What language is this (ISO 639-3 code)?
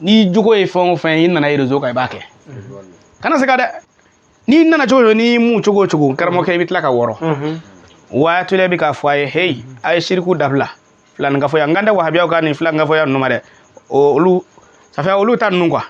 bam